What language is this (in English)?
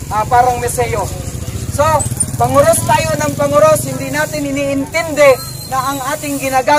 Filipino